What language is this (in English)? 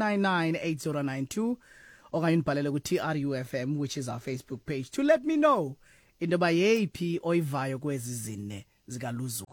Xhosa